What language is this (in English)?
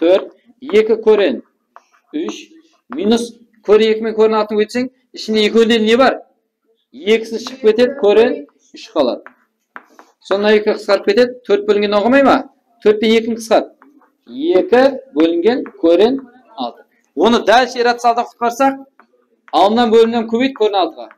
Kara-Kalpak